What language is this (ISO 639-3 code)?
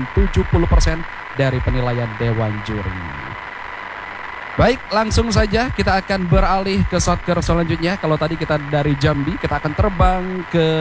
ind